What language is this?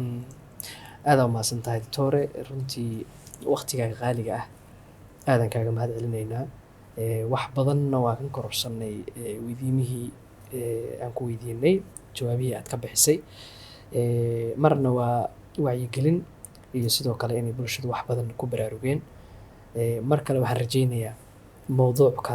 Somali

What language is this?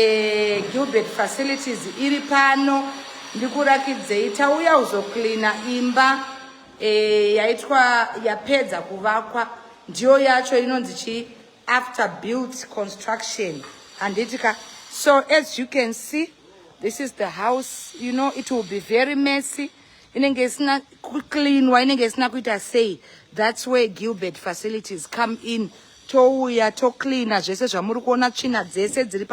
Shona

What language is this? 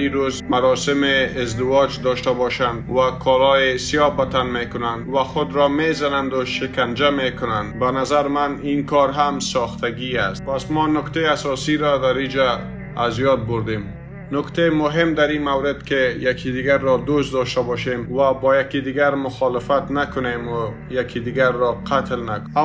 Persian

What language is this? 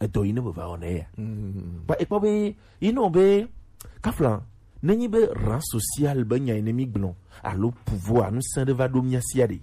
Gen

